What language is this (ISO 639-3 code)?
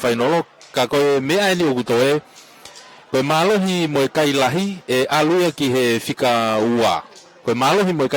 ton